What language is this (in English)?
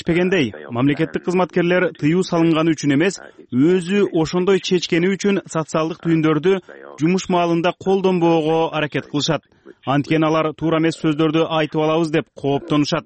Kyrgyz